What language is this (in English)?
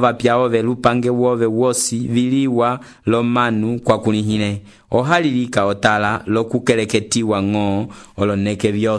Umbundu